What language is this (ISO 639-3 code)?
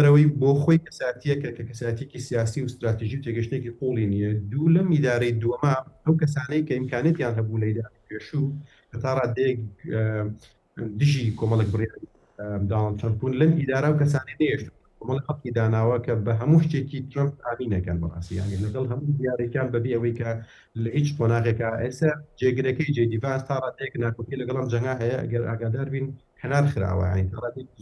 ckb